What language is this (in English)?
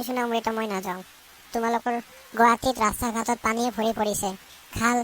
Assamese